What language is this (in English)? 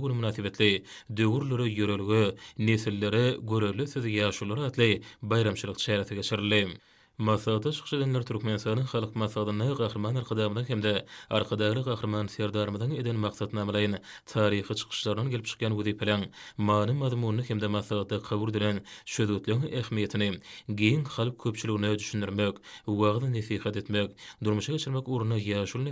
Turkmen